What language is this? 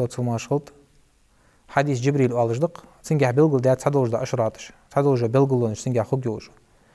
Ingush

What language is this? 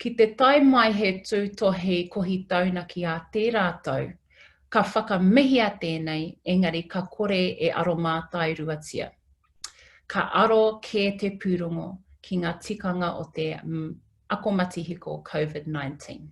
Māori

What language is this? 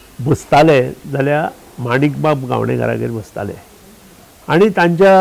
Konkani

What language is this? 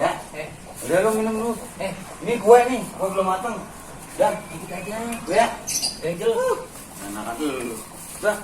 Betawi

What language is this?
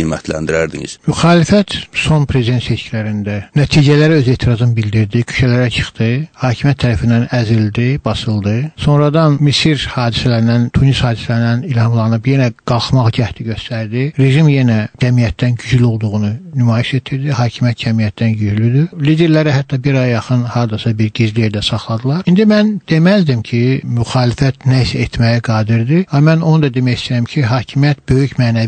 South Azerbaijani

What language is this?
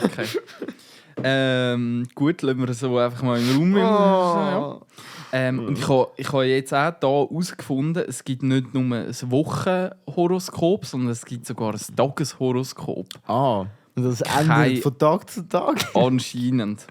Swiss German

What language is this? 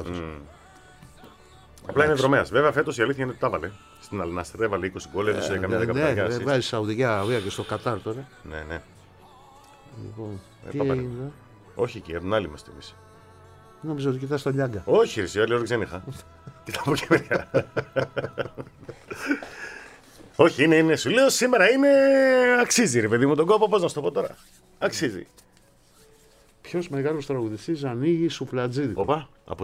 Greek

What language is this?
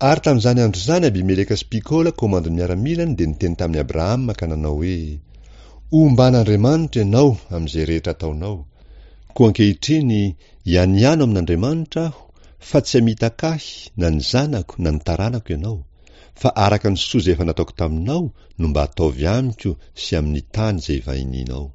Malagasy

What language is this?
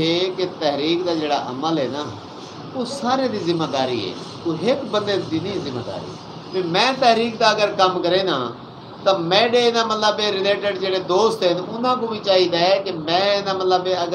Saraiki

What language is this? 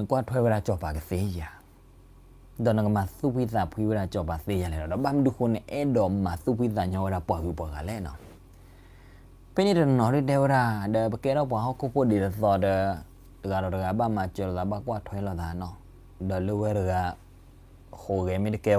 S'gaw Karen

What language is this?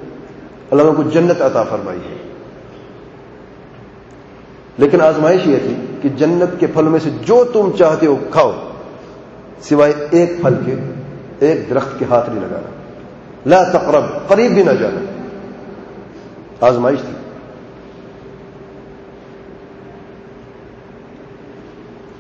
Urdu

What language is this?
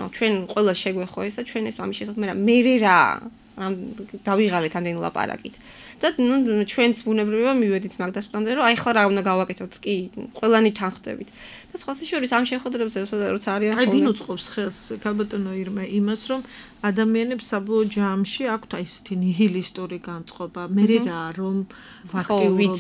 Georgian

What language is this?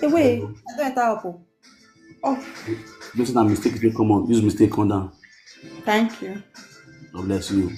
Nigerian Pidgin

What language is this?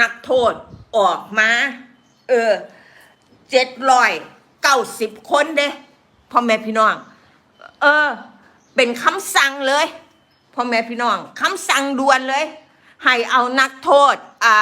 Northeastern Thai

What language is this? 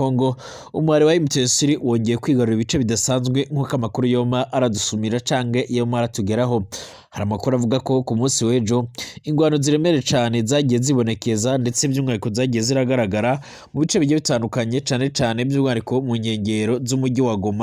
Rundi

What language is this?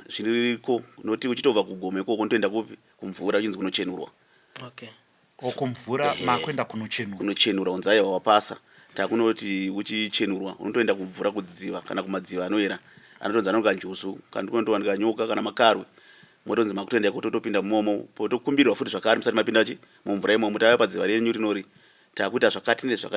Shona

